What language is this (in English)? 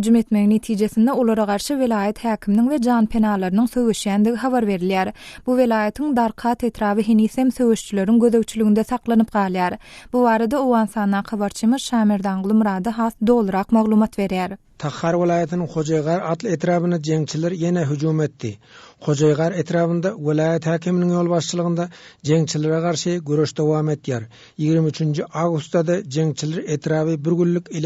Turkmen